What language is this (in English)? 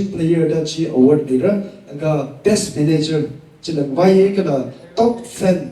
Tangkhul Naga (India)